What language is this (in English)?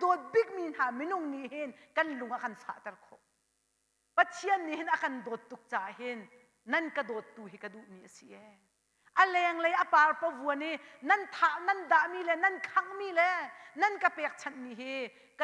Hakha Chin